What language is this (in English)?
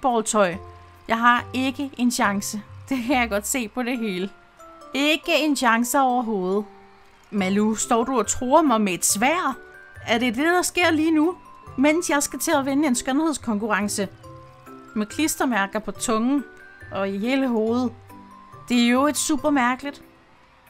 Danish